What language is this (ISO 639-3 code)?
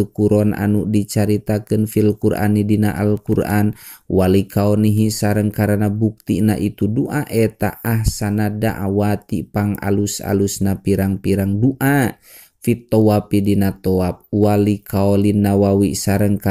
sun